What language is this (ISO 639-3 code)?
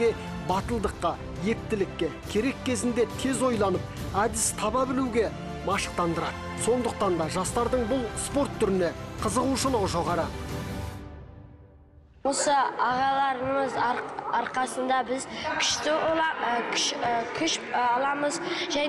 kaz